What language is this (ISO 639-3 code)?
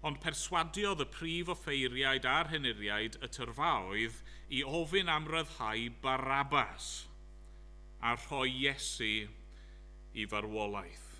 cym